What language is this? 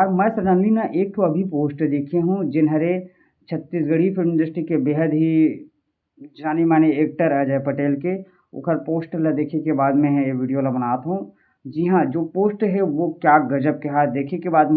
Chhattisgarhi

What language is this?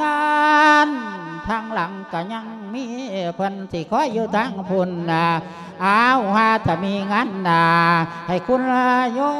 Lao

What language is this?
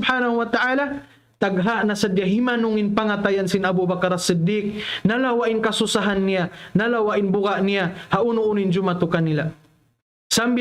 Tausug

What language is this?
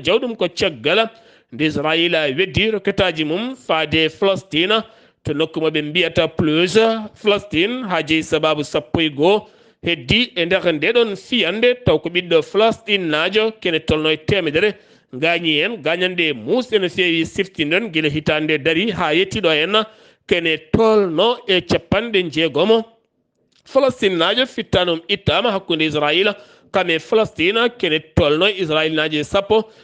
Fula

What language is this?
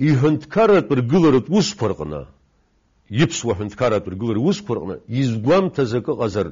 Abkhazian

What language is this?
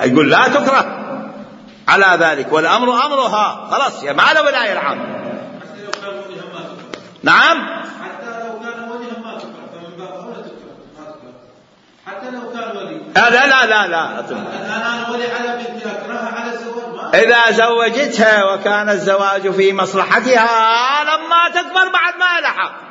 Mesopotamian Arabic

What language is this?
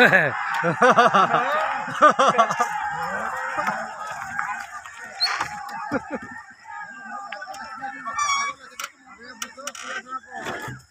Santali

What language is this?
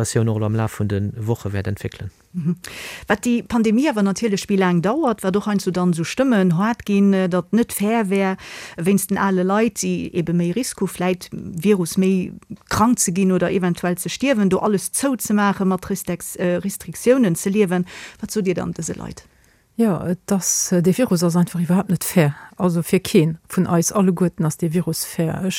Luxembourgish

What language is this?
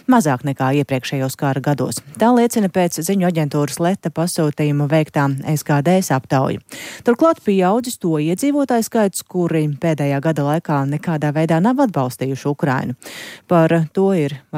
Latvian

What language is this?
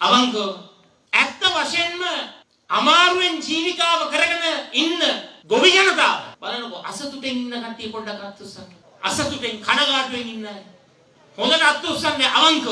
Sinhala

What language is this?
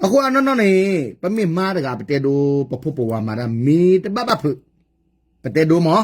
S'gaw Karen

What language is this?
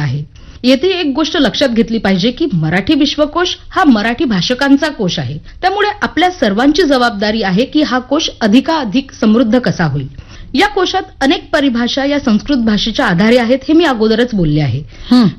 Marathi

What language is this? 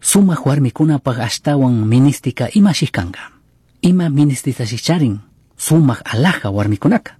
Chimborazo Highland Quichua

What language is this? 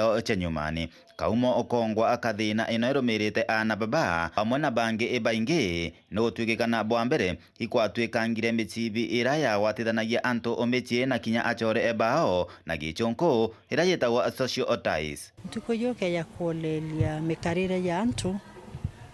Meru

